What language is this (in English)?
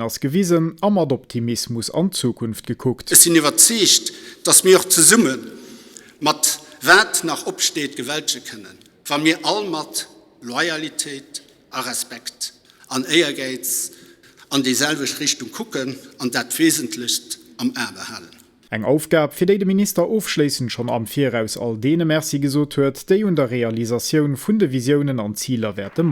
Luxembourgish